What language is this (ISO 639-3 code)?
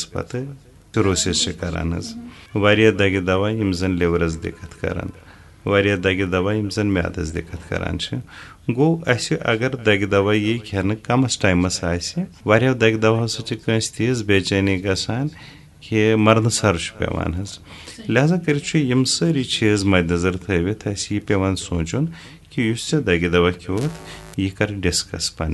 kas